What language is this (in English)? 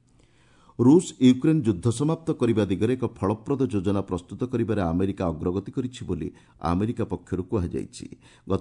Odia